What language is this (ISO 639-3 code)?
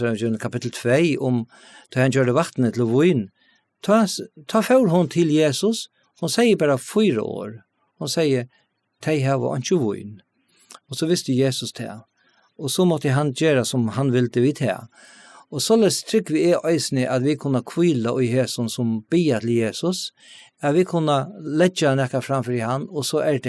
fao